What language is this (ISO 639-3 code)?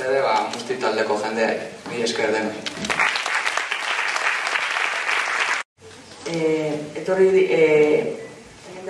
eus